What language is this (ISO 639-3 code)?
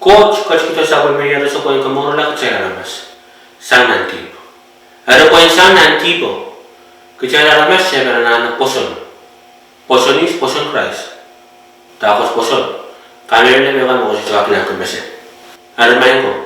pon